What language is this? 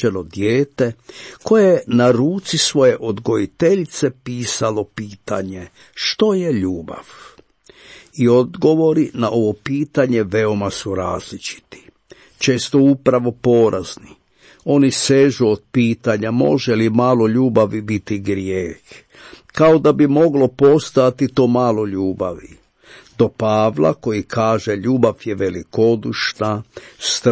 Croatian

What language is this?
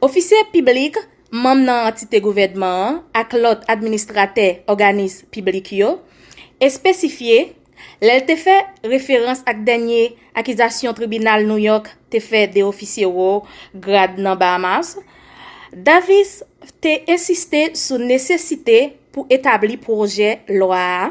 Haitian Creole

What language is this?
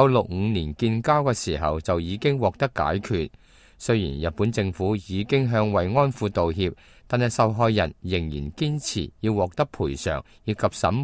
Cantonese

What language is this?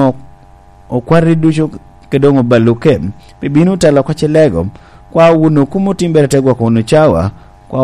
Lango (Uganda)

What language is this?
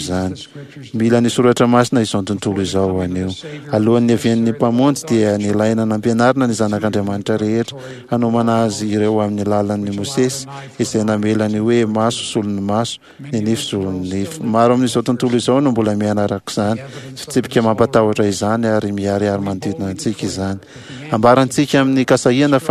Malagasy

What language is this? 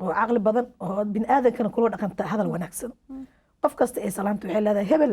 Somali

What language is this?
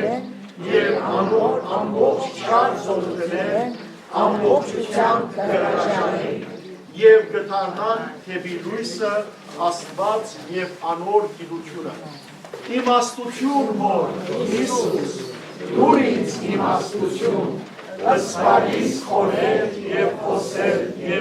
Western Armenian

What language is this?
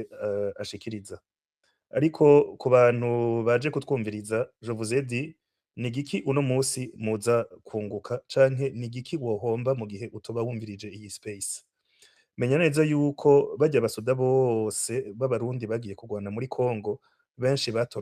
Rundi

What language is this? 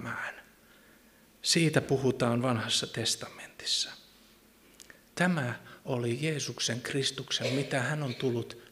Finnish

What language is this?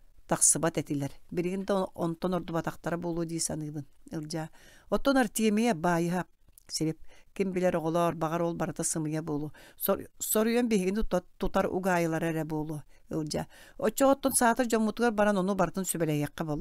Yakut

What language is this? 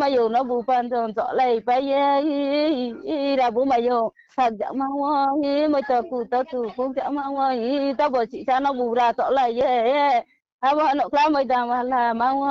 Riang (India)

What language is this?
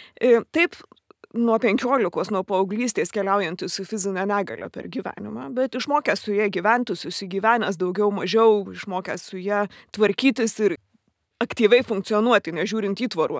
Lithuanian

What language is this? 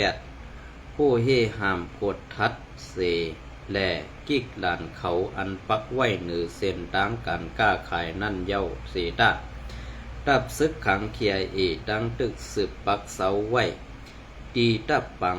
Shan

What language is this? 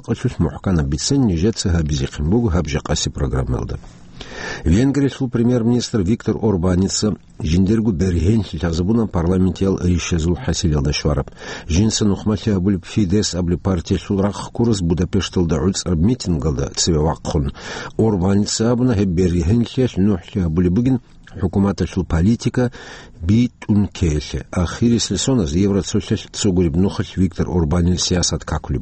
Avaric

